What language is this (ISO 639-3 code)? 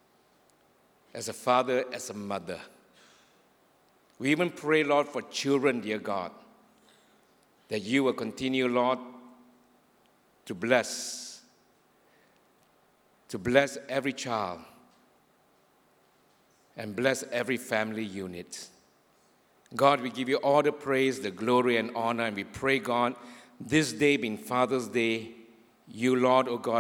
eng